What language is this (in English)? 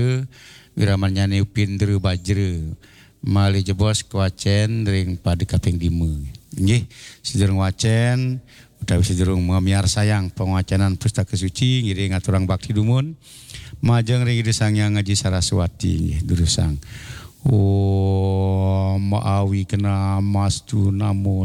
Balinese